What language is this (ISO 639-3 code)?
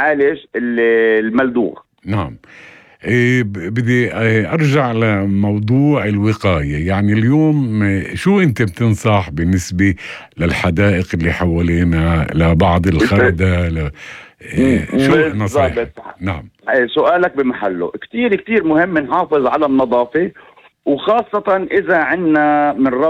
apc